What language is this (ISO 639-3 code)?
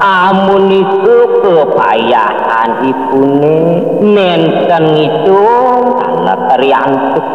ban